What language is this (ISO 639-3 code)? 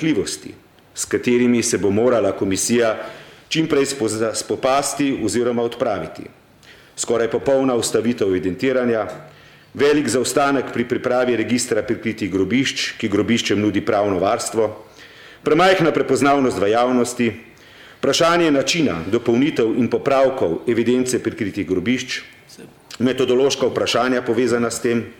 slv